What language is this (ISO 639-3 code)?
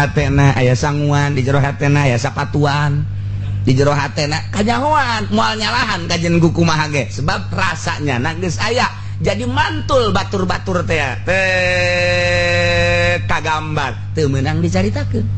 sun